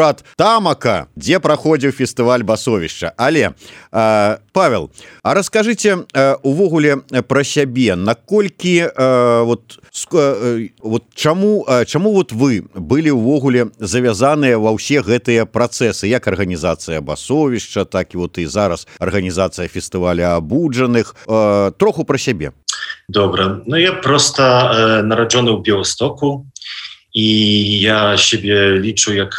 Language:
Belarusian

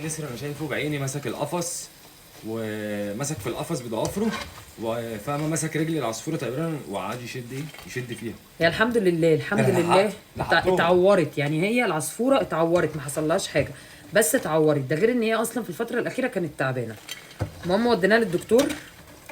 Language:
Egyptian Arabic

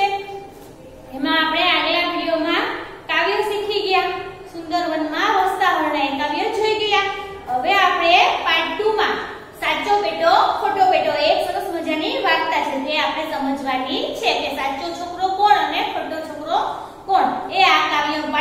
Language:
Gujarati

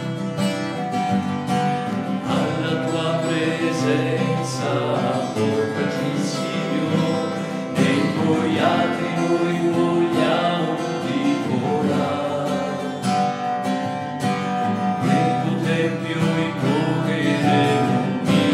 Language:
Italian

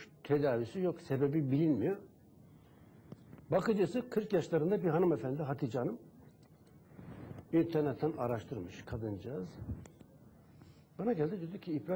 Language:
Turkish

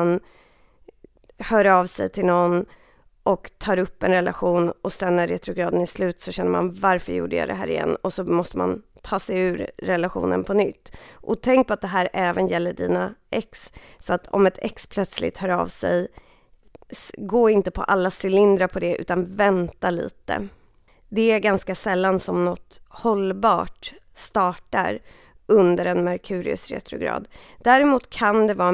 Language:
Swedish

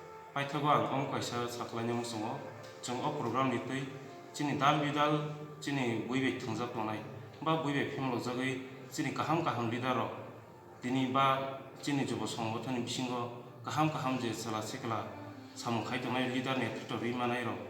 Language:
Kok Borok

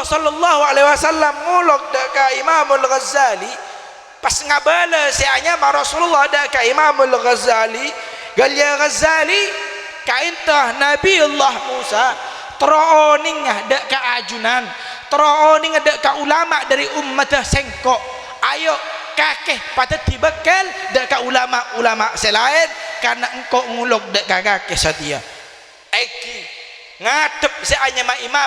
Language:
Madurese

